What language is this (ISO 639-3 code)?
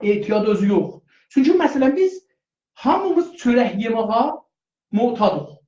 azb